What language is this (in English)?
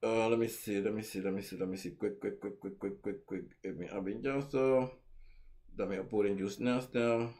Sranan Tongo